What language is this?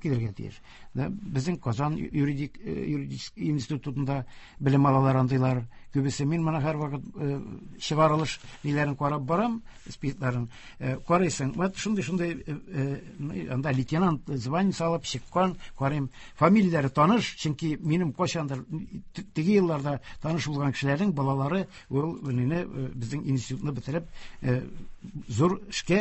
Tatar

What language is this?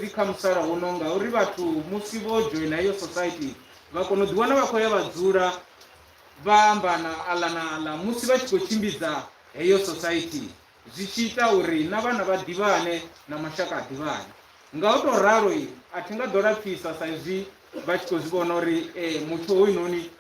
Venda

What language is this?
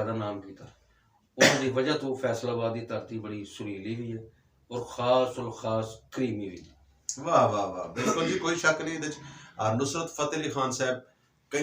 Western Panjabi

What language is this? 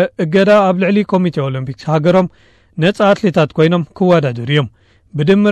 Tigrinya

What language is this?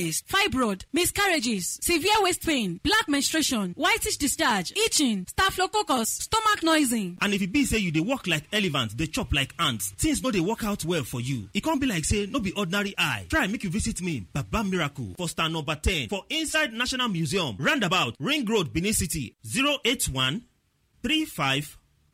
Nigerian Pidgin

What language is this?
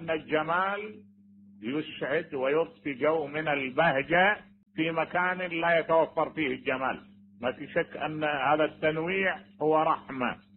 Mesopotamian Arabic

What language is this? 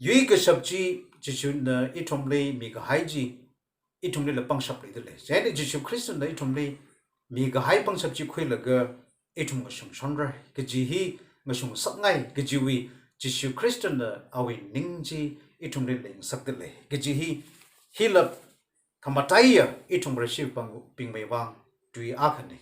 Tangkhul Naga (India)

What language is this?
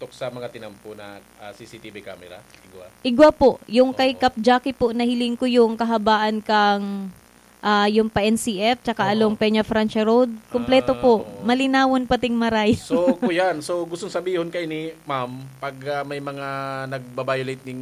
Bikol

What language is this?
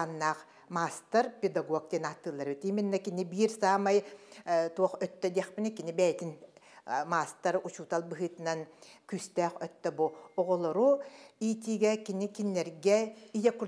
Yakut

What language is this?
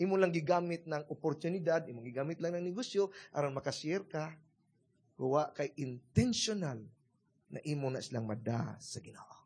Cebuano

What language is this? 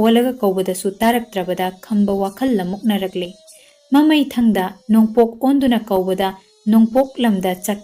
Manipuri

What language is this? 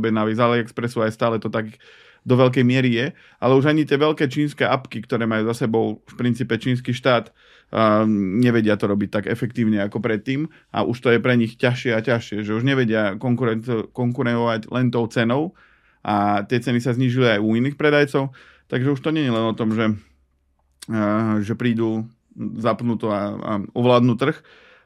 Slovak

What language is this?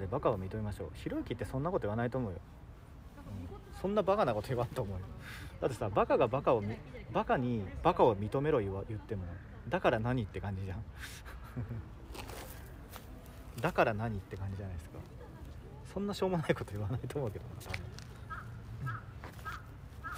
Japanese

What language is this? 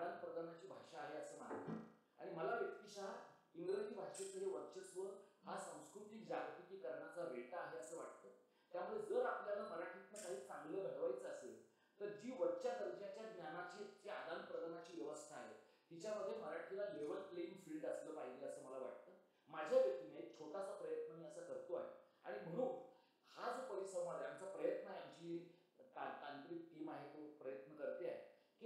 Marathi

